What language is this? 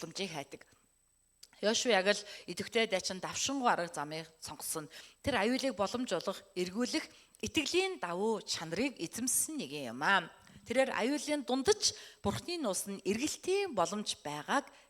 Mongolian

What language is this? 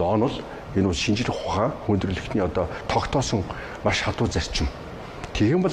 Mongolian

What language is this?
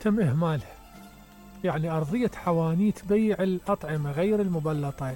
Mesopotamian Arabic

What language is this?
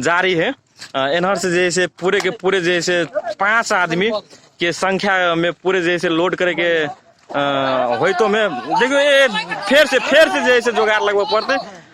Magahi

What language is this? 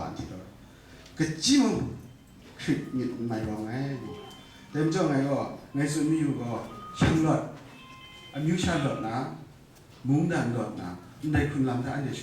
Kachin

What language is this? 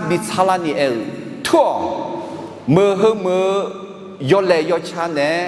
Akha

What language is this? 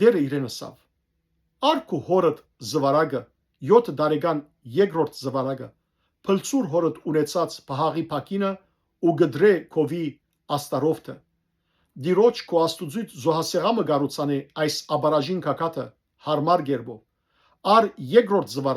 Western Armenian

